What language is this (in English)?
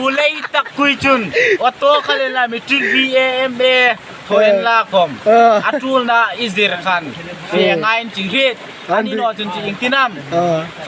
Hmar